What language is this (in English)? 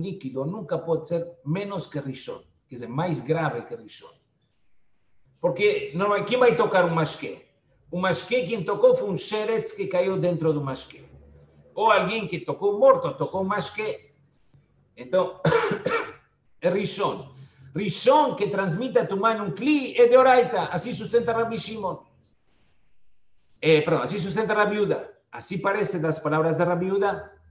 Portuguese